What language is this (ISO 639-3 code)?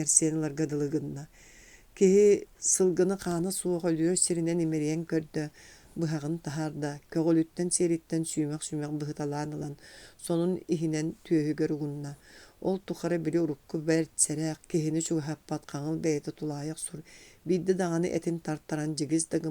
sah